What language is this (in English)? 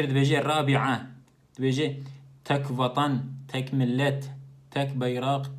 Kurdish